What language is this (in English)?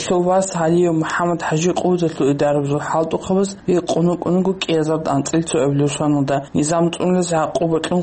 Avaric